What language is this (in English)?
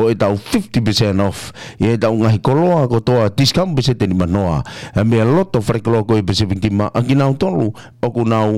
Tongan